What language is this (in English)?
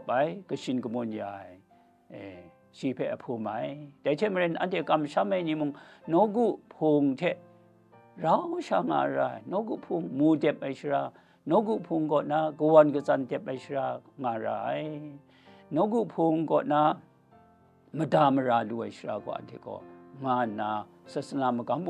Kachin